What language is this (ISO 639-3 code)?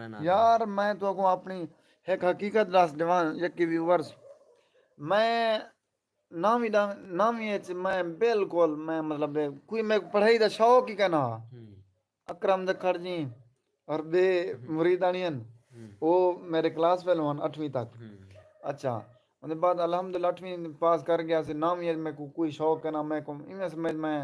skr